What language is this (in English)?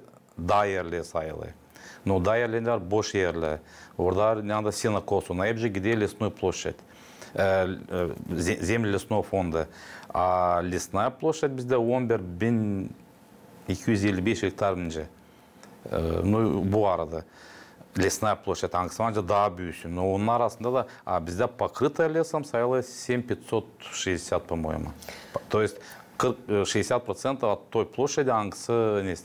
Gagauz